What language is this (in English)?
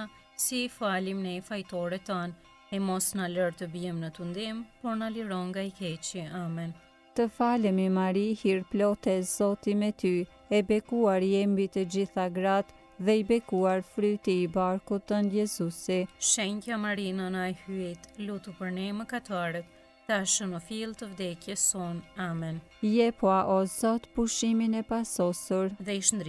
Albanian